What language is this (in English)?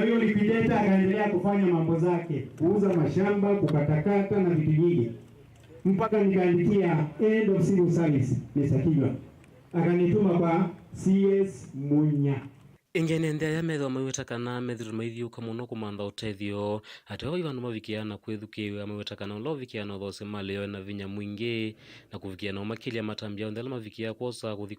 Kamba